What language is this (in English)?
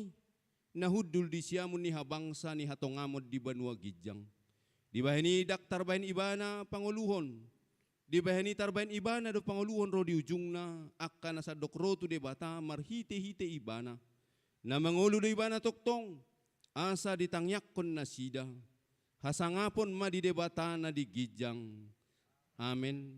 Batak Toba